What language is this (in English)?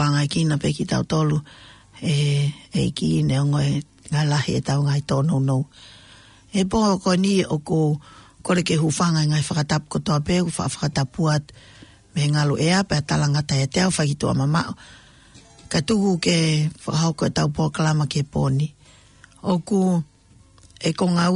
Tongan